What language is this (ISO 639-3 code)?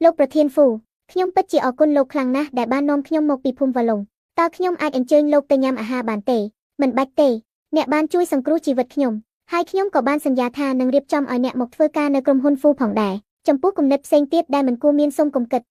khm